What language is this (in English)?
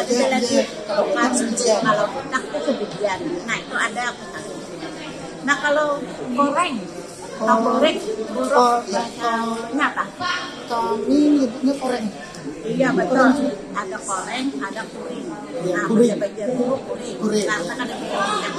Banjar